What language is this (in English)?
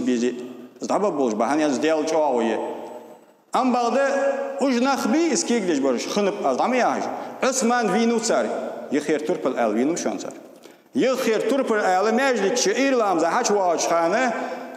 Ingush